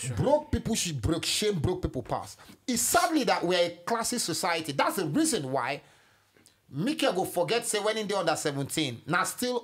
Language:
Nigerian Pidgin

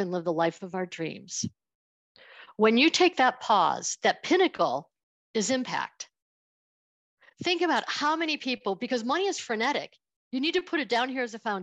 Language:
English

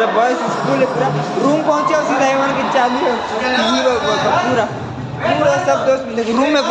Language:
Chhattisgarhi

